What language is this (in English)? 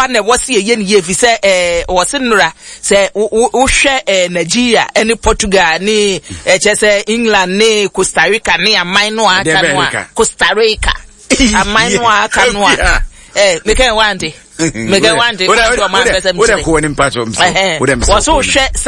Akan